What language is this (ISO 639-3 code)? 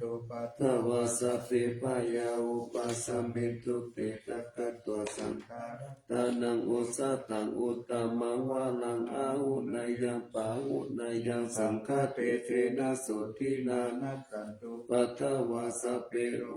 pli